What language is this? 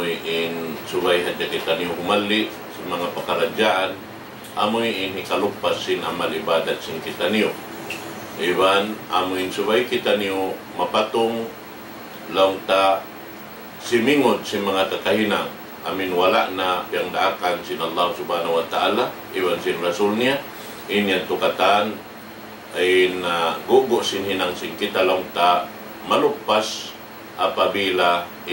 Tausug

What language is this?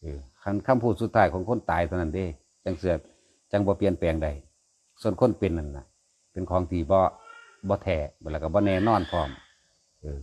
Lao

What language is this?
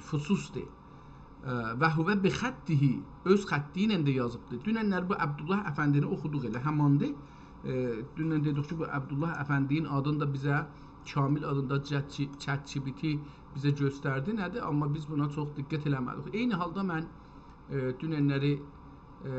South Azerbaijani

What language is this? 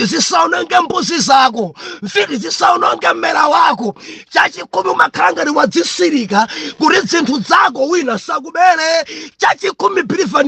Nyanja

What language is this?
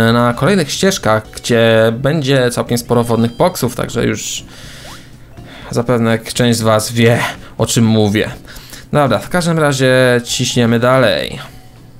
Polish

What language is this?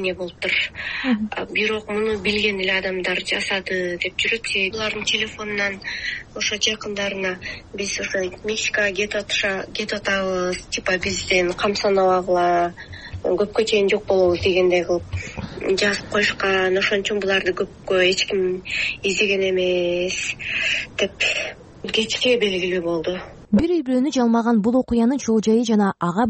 Kyrgyz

